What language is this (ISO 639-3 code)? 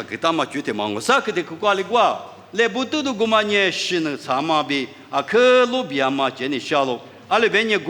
lis